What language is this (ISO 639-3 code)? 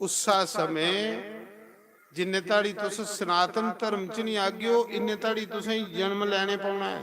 doi